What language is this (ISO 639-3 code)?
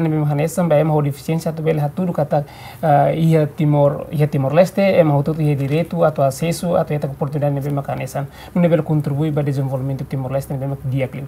tet